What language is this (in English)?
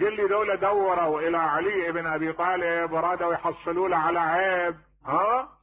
Mesopotamian Arabic